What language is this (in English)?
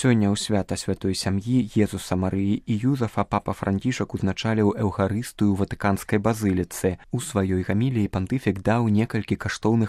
Belarusian